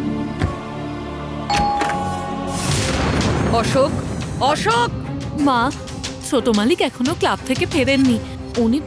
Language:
Bangla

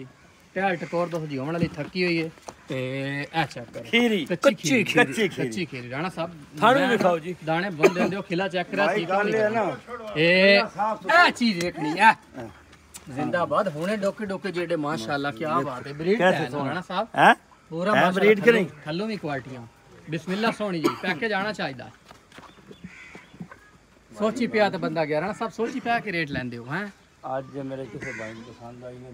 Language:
Punjabi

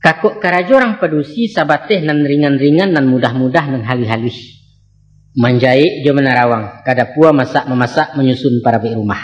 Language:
Minangkabau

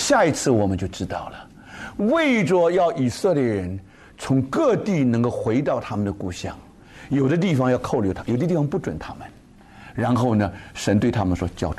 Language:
Chinese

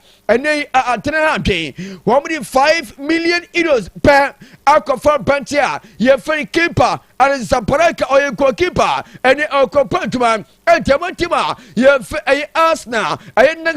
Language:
Akan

